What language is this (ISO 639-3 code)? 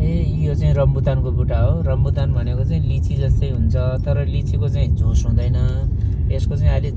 nep